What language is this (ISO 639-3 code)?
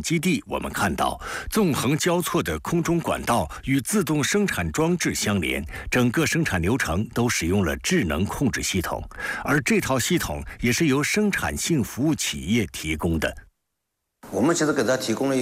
zho